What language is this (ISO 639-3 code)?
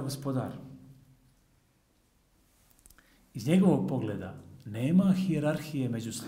hrv